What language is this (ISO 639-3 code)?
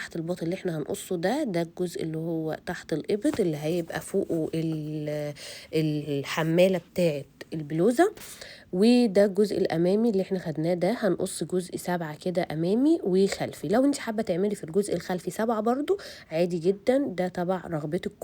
arz